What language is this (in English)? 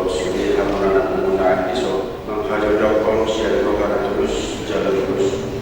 Batak Toba